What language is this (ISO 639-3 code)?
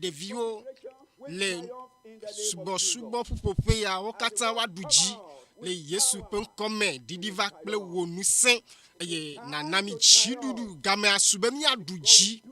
ewe